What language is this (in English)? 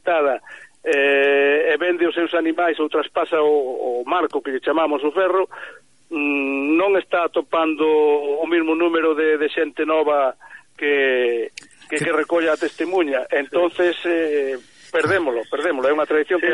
Galician